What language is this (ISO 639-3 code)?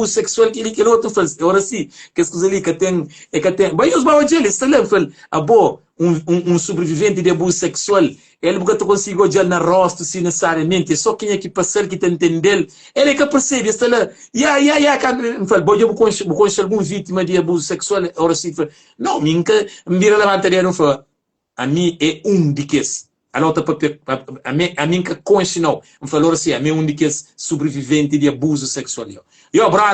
kea